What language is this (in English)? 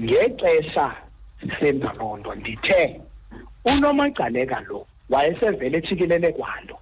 Xhosa